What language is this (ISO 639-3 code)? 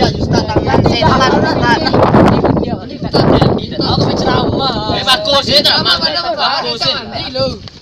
min